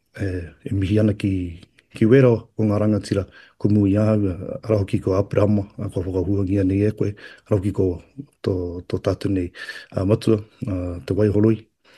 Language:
Māori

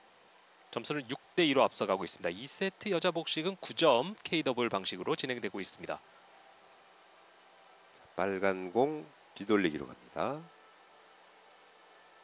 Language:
Korean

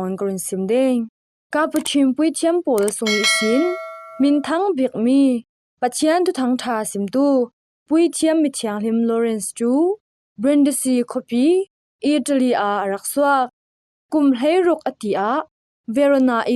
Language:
Falam Chin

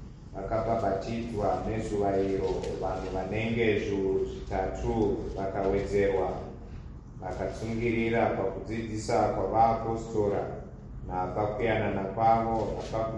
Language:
Shona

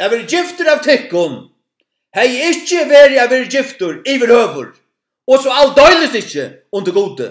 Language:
Faroese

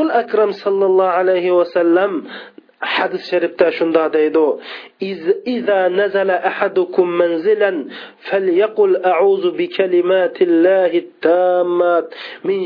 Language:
Uyghur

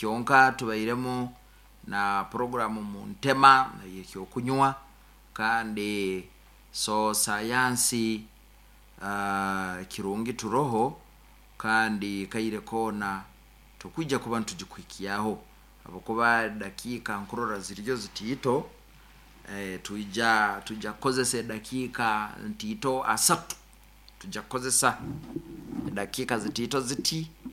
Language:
Nyoro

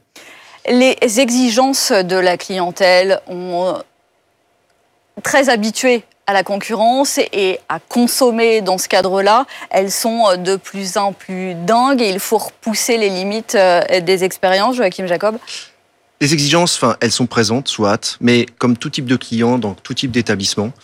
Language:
French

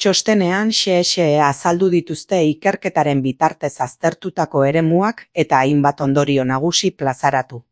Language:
Basque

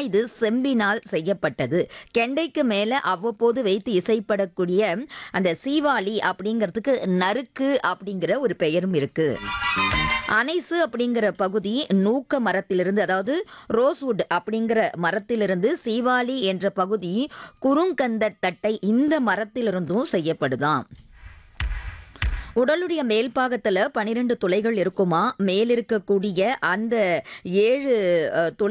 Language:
Tamil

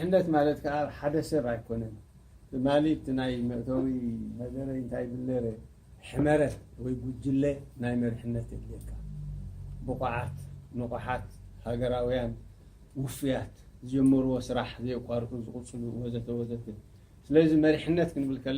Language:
Tigrinya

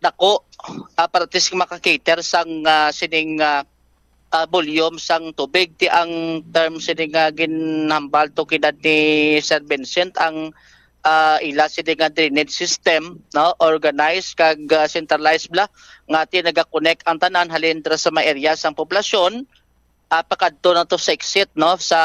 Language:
Hiligaynon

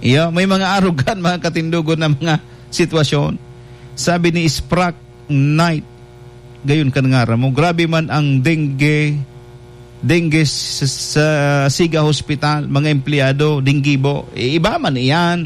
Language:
Bikol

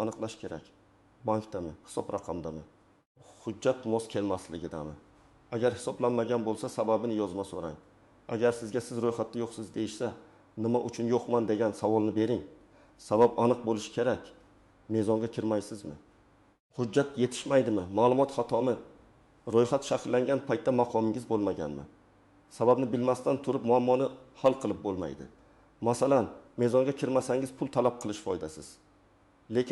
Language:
Uzbek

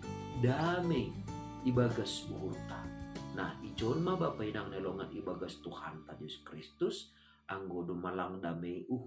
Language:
Batak Simalungun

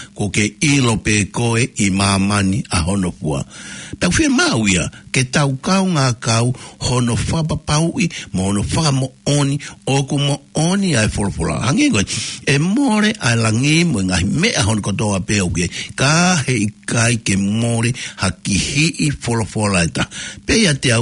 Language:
Tongan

